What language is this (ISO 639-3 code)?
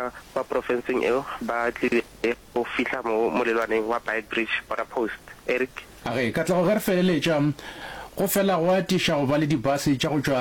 nso